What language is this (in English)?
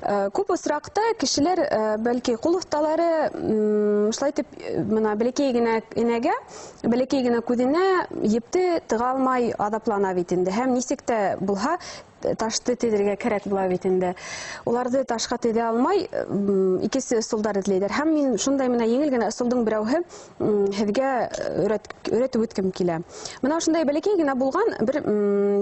Bashkir